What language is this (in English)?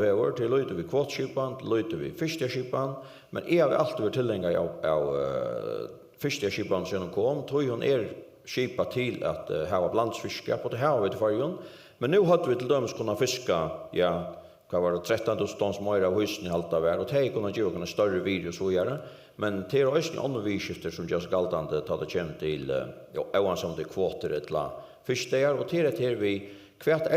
Faroese